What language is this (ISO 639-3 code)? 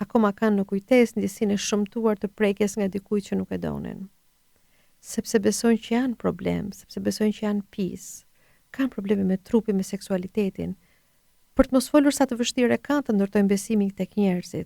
sqi